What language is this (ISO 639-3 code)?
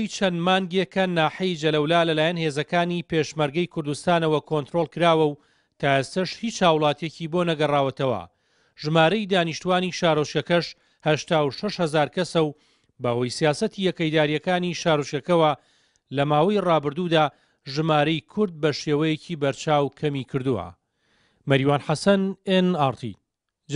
ckb